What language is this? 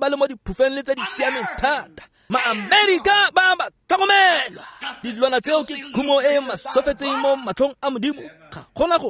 Tswana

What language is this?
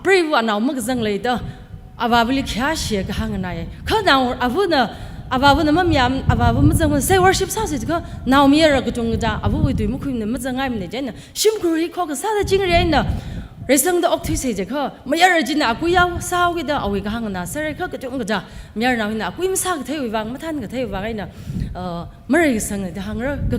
Tangkhul Naga (India)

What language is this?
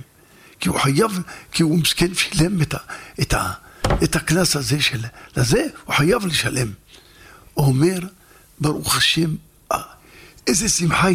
Hebrew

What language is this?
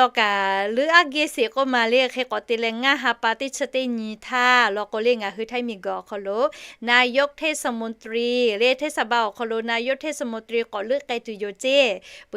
Lahu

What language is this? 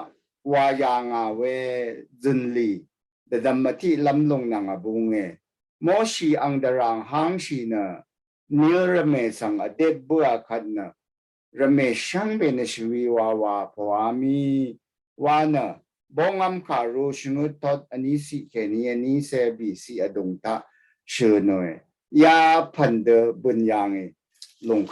Rawang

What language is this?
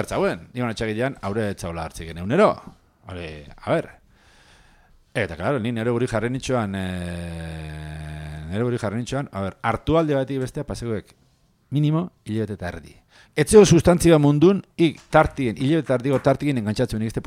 Basque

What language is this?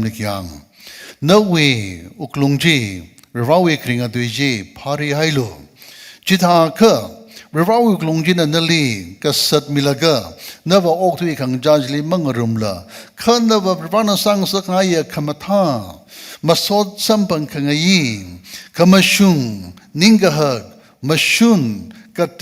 Tangkhul Naga (India)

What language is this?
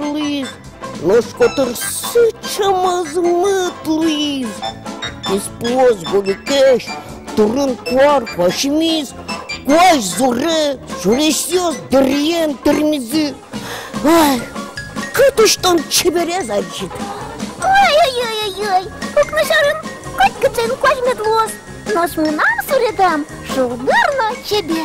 Udmurt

